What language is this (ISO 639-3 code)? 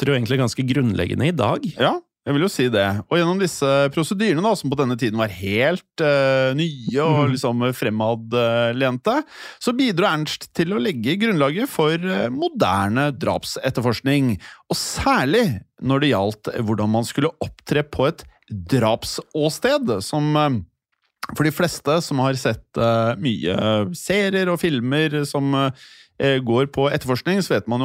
nor